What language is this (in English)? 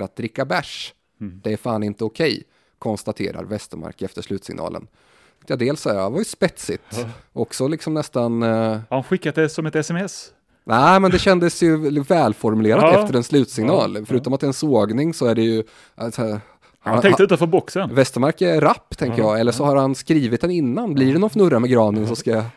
Swedish